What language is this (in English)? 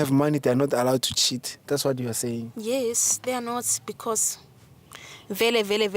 Zulu